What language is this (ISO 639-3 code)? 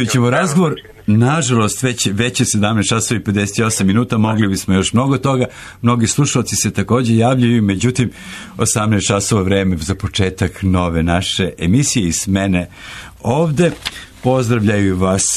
srp